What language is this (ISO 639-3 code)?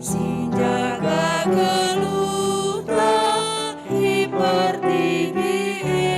btx